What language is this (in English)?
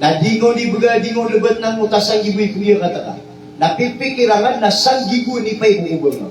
Maranao